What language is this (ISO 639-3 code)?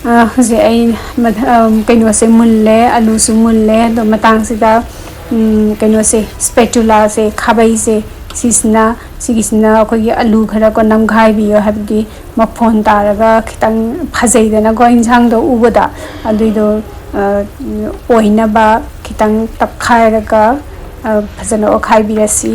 mni